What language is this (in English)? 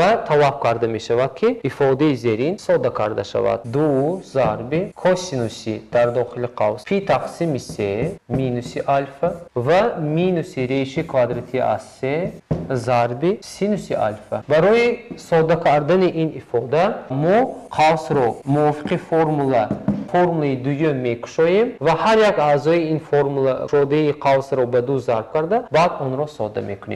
Tajik